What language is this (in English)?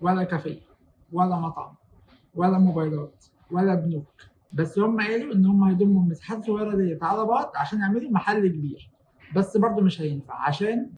Egyptian Arabic